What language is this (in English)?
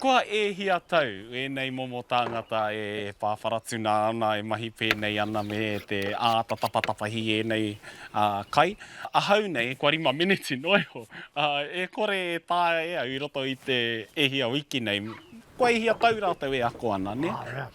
Māori